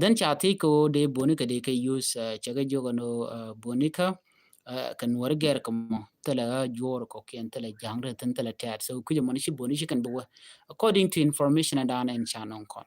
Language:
Nuer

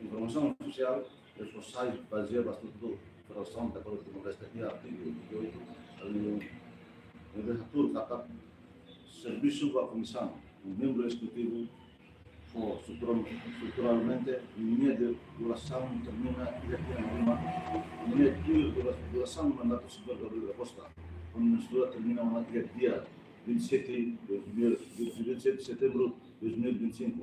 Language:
Tetum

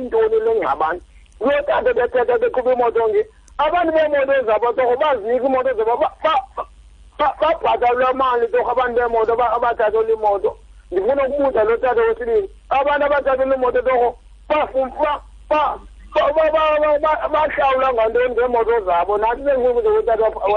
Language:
Xhosa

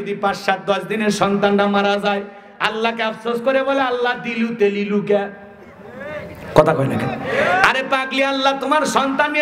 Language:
Bangla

